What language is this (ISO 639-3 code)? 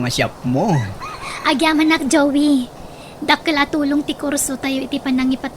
ilo